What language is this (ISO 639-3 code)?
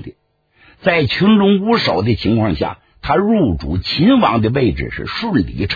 zho